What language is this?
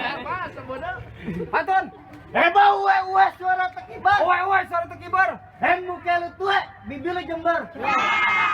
Betawi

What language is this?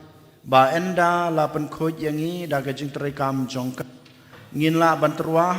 Khasi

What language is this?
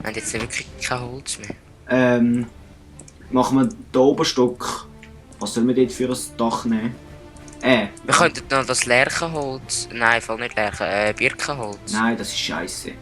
Swiss German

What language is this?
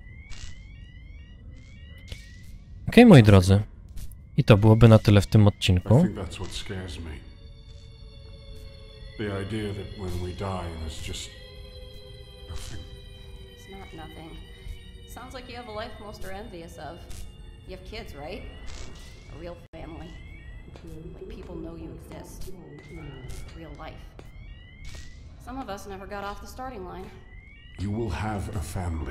Polish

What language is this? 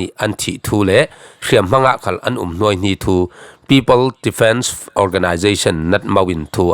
Falam Chin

